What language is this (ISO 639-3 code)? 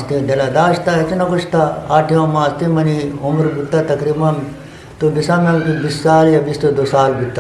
bgp